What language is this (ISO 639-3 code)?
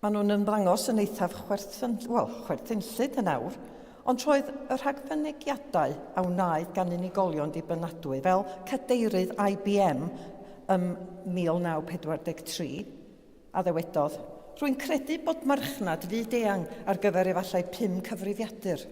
cym